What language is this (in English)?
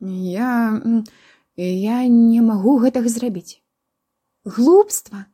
Belarusian